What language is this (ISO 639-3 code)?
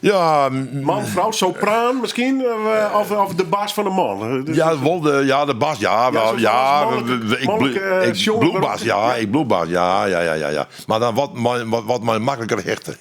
fry